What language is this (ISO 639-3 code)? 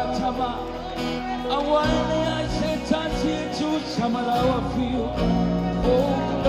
smo